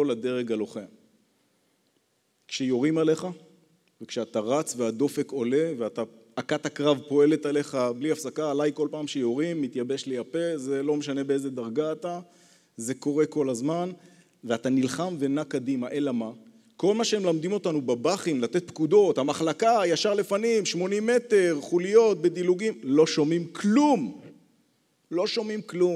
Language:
Hebrew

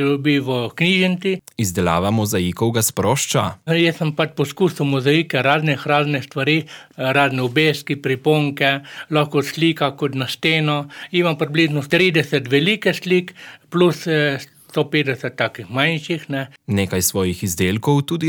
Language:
Slovenian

